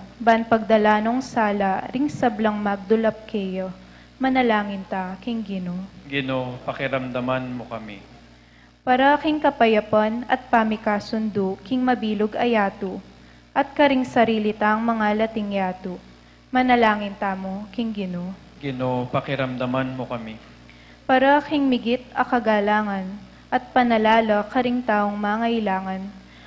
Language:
Pampanga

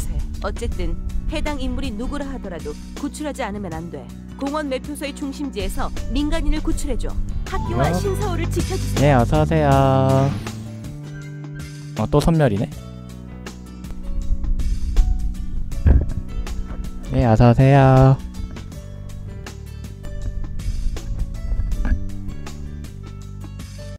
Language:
Korean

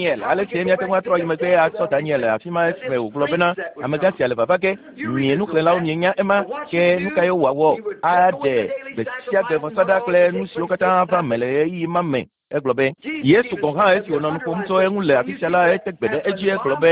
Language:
Ewe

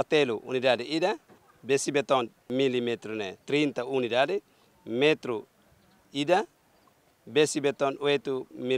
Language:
Tetum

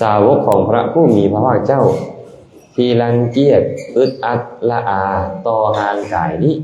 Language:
Lao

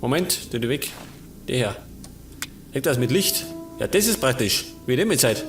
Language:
Bavarian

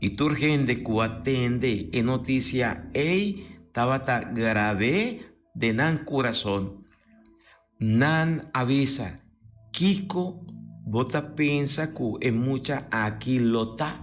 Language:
Papiamento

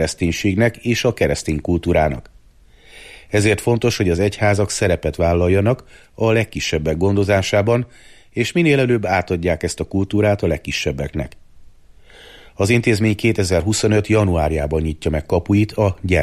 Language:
Hungarian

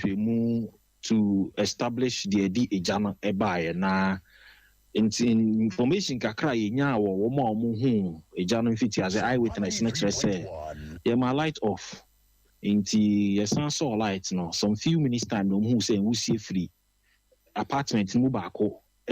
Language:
Akan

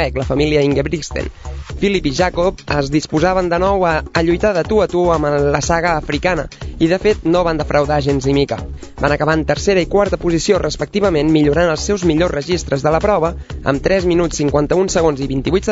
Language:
Catalan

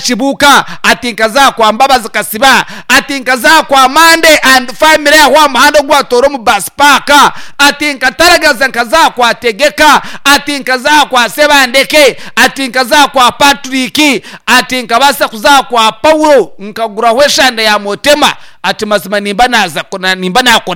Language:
Nyankole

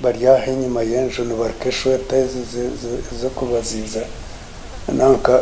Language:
Nyankole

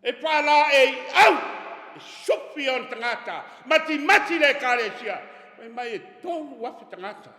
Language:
Samoan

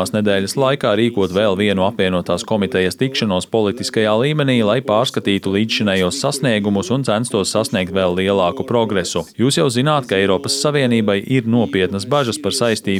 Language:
Latvian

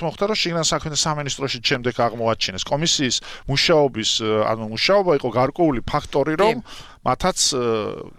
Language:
Georgian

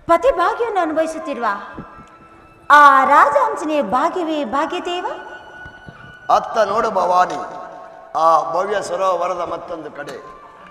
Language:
Kannada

